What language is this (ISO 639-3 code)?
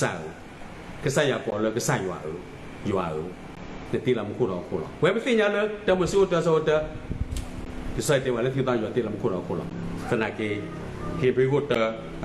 ksw